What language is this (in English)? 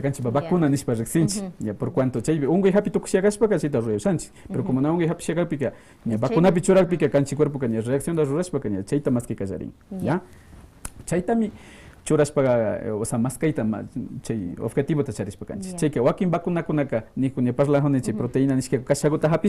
Quechua